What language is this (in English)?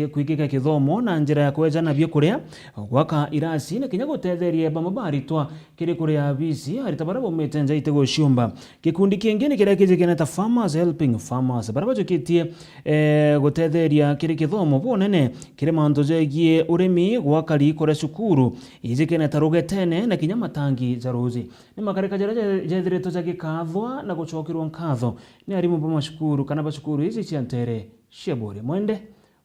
Meru